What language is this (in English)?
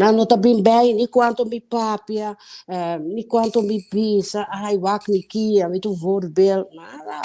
Papiamento